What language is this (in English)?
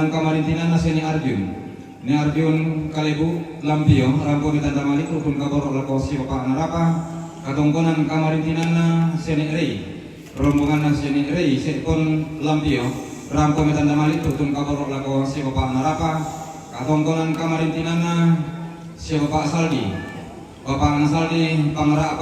Toraja-Sa'dan